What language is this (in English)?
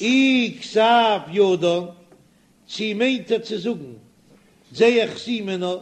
Yiddish